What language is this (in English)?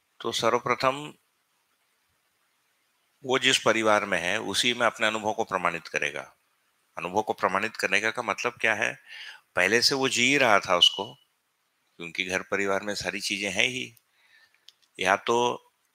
Hindi